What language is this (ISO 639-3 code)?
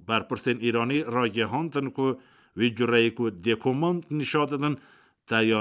kur